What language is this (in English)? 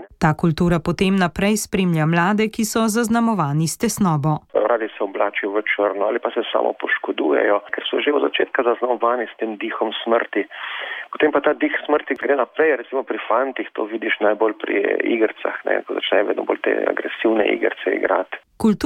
Slovenian